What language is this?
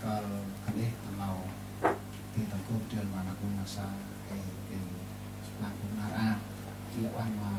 Central Mnong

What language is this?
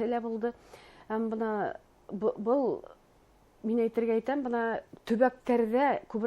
Bashkir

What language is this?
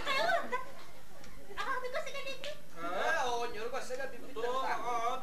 Yakut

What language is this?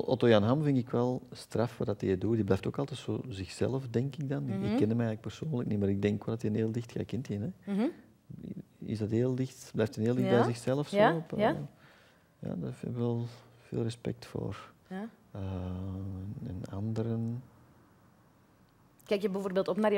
Dutch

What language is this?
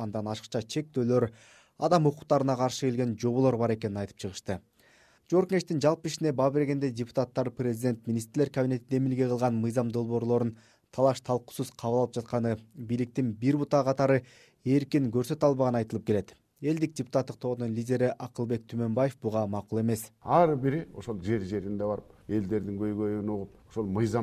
Kyrgyz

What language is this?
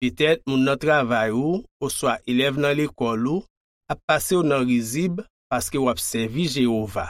Haitian Creole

